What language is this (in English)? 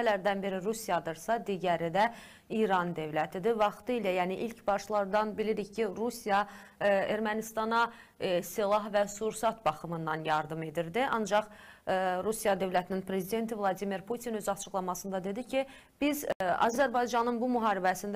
South Azerbaijani